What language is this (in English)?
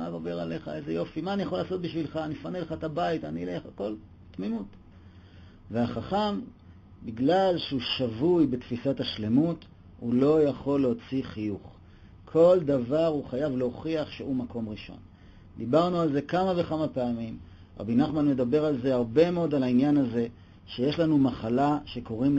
Hebrew